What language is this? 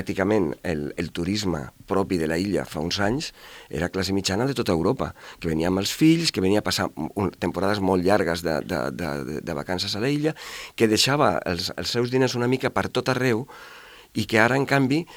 Catalan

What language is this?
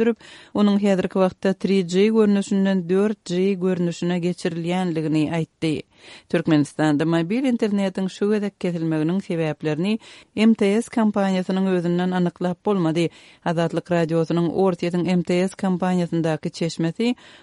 Turkmen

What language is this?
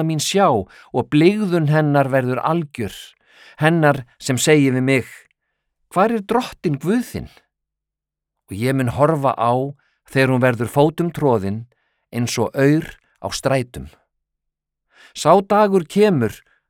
Icelandic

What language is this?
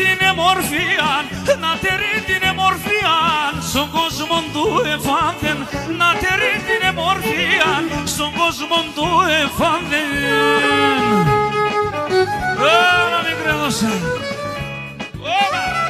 Pontic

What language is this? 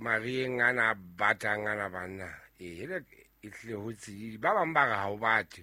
Southern Sotho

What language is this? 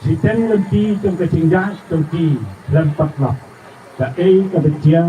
Khasi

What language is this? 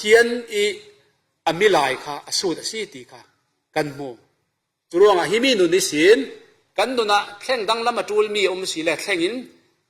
Falam Chin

